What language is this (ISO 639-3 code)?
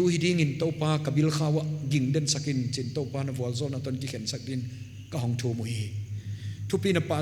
pck